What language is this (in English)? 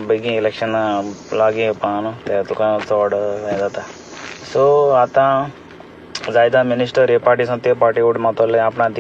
Konkani